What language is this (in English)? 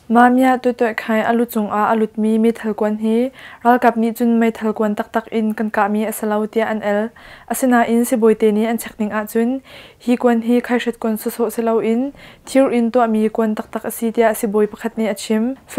Hakha Chin